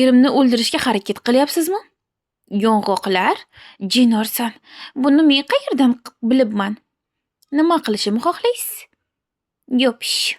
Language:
Uzbek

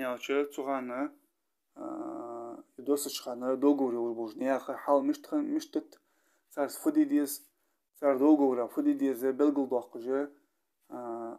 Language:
Ingush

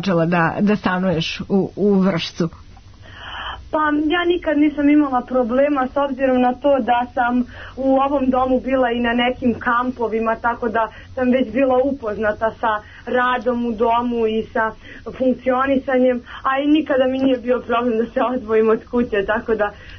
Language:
Serbian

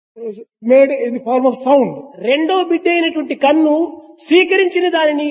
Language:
Telugu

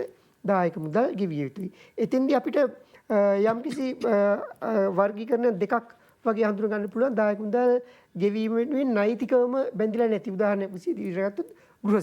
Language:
Sinhala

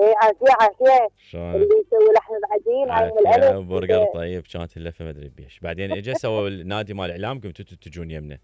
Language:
Mesopotamian Arabic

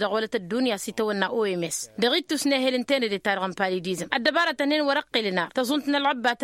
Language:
Tamasheq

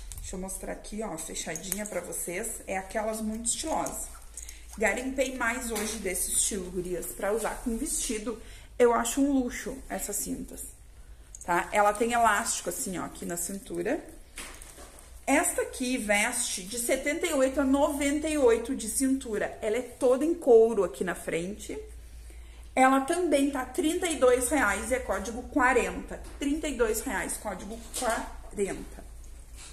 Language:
Portuguese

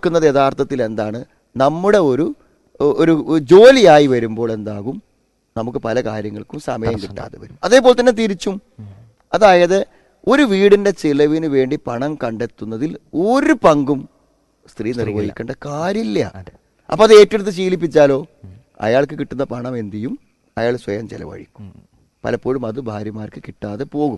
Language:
Malayalam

